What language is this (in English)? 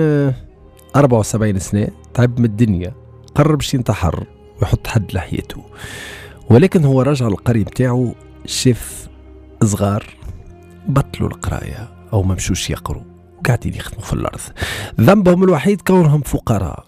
Tunisian Arabic